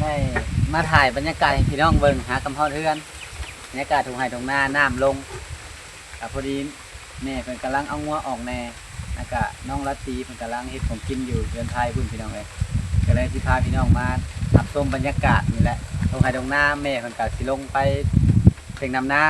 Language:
Lao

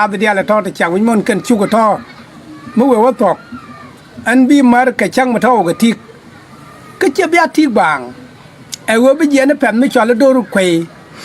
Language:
Nuer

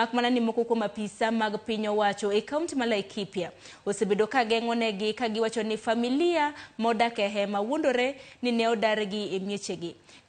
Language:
Luo (Kenya and Tanzania)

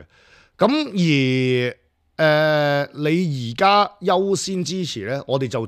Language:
Cantonese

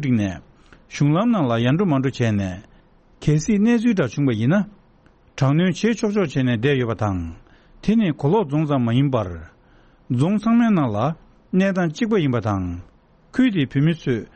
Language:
Tibetan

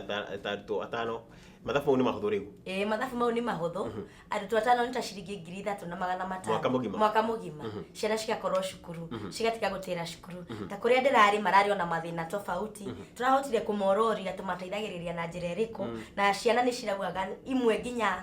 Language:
Kikuyu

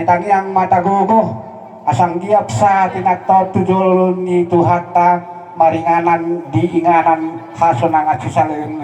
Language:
Batak Toba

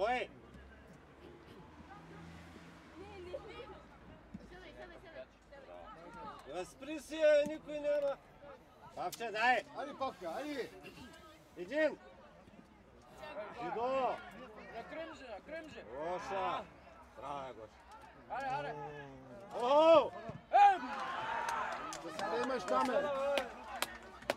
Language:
Bulgarian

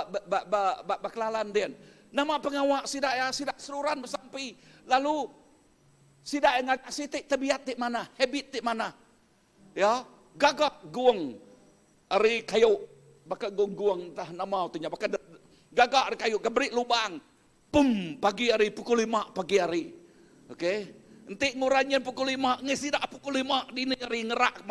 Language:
Iban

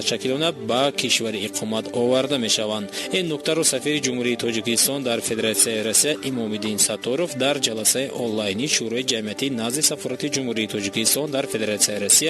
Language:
Tajik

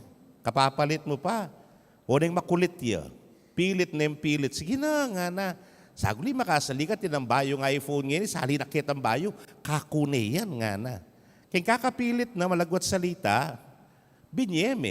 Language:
Pampanga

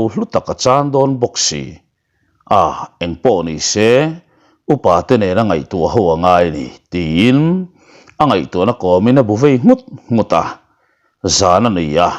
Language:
Mizo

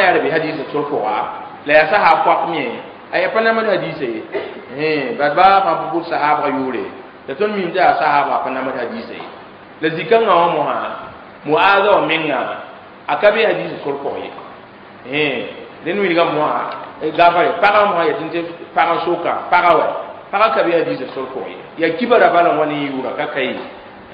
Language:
Mossi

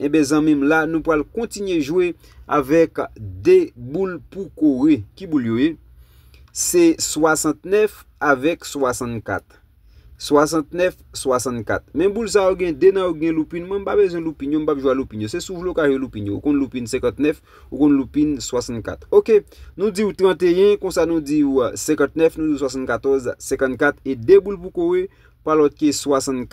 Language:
Haitian Creole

